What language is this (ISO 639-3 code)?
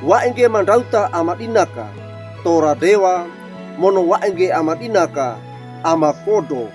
wew